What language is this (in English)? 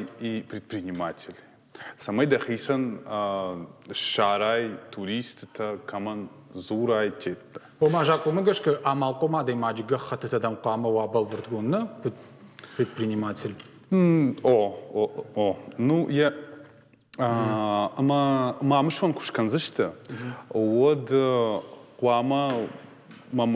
Ossetic